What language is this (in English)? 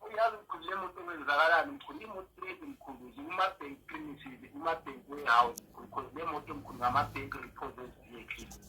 Zulu